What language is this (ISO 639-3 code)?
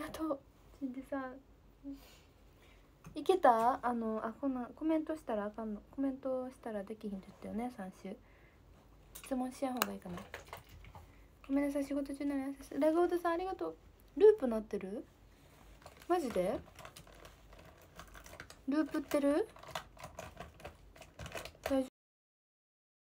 jpn